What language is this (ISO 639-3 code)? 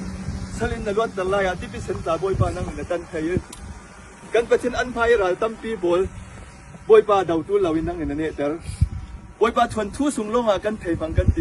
cfm